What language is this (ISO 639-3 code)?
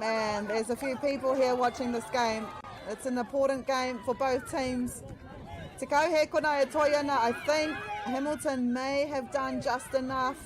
mri